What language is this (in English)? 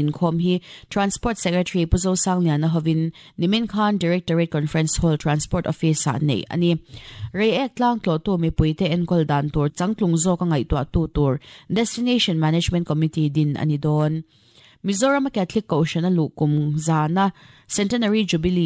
Mizo